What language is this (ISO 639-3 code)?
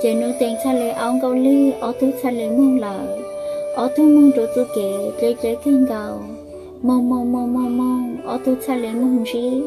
hmn